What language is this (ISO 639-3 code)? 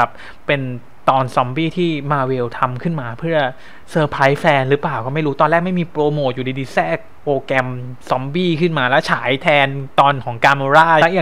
tha